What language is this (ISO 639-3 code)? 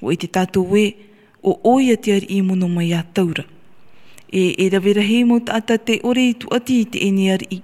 tah